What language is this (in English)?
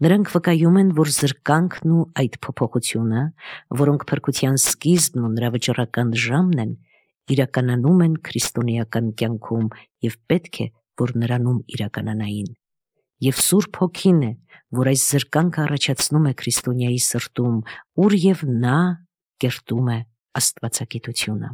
Armenian